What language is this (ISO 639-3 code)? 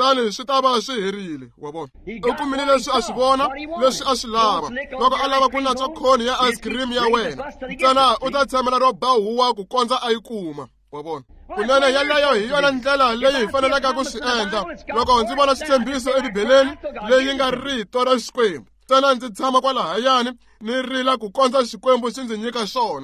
tso